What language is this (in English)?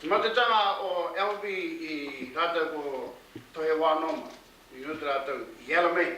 Māori